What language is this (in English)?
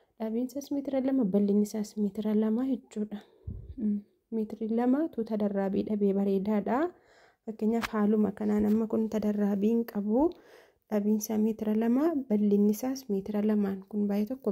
Oromo